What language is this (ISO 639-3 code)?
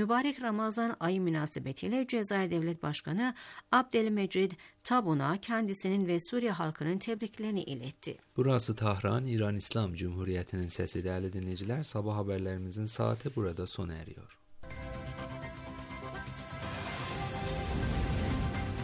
tur